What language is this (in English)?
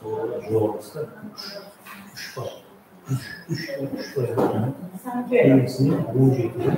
Kara-Kalpak